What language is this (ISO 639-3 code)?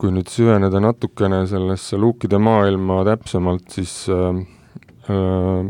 est